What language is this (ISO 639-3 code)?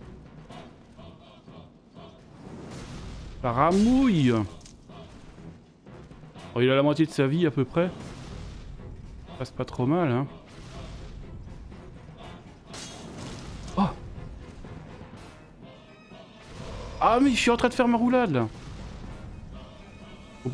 fra